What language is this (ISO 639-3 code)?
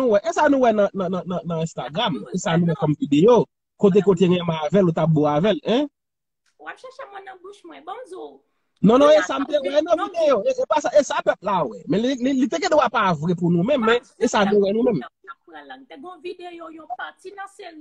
hat